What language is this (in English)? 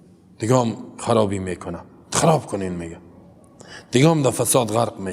Persian